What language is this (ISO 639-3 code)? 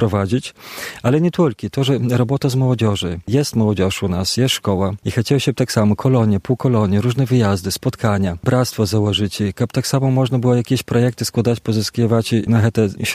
bel